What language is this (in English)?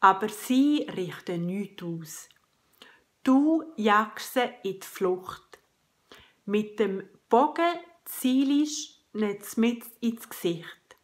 Swiss German